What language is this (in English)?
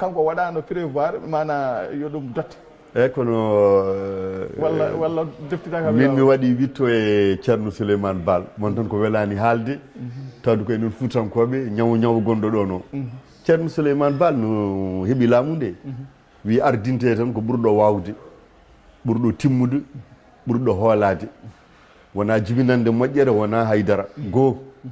Fula